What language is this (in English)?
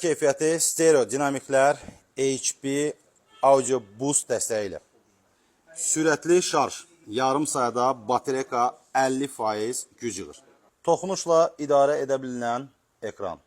Azerbaijani